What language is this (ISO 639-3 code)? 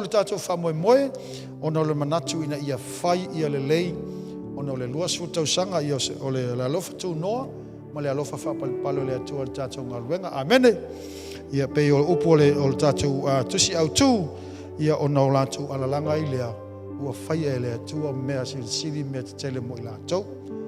smo